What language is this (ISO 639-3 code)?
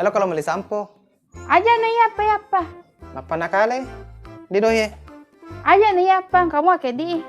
bug